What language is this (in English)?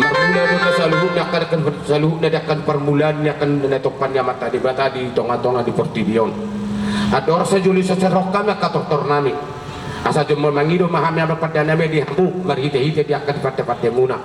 Batak Toba